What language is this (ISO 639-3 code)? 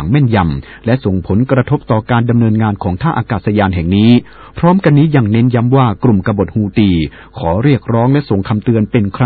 tha